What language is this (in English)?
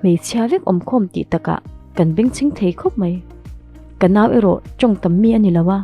Mizo